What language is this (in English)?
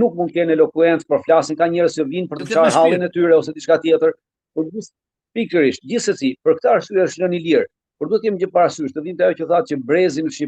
Albanian